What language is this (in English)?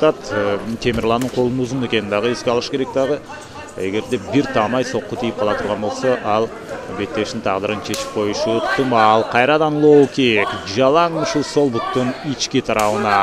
Kyrgyz